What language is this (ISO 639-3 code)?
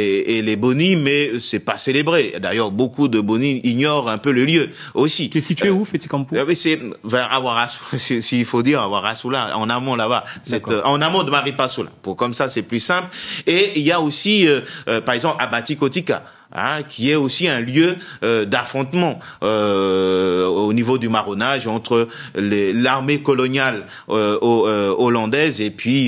fra